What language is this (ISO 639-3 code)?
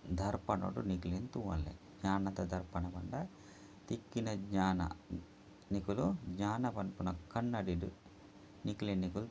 tcy